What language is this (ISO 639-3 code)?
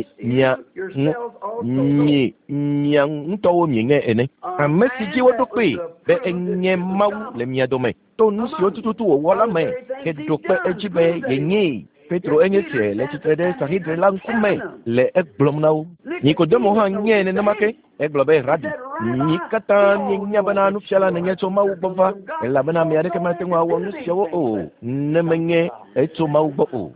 ewe